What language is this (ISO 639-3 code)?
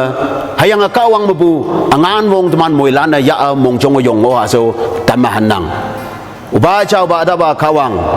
nbe